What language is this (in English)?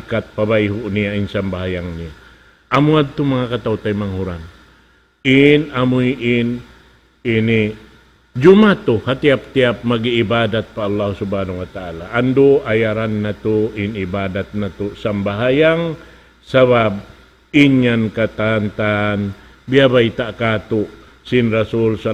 Tausug